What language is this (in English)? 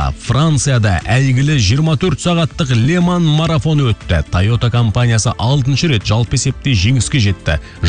Kazakh